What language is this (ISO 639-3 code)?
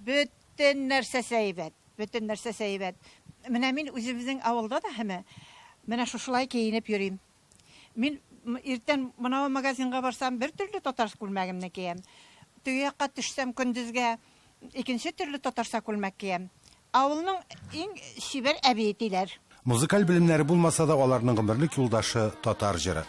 tat